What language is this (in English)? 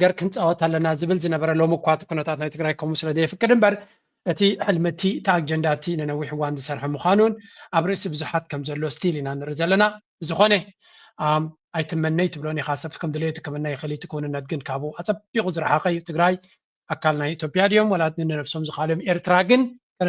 Tigrinya